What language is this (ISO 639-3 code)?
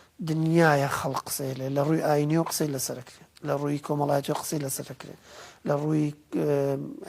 ckb